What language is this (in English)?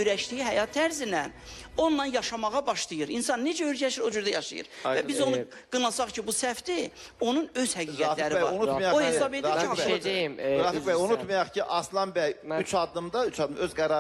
Azerbaijani